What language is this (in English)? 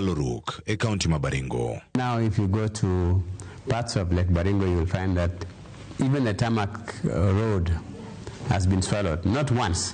Luo (Kenya and Tanzania)